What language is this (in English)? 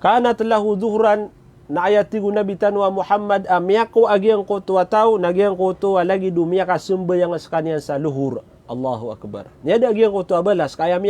Maranao